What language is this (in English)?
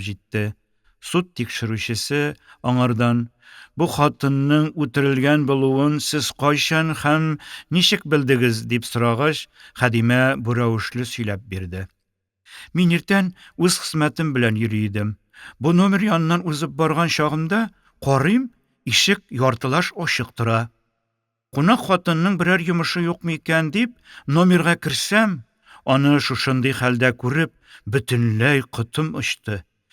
Tatar